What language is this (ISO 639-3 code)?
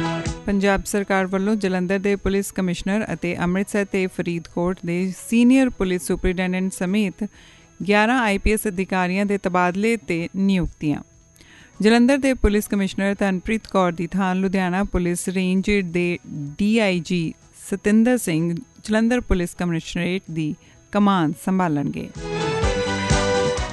pan